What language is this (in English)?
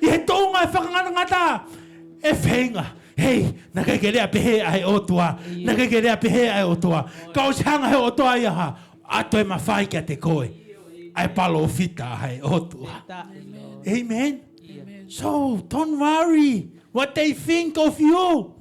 Tongan